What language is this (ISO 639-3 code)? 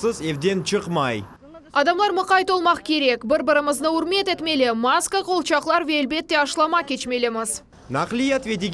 crh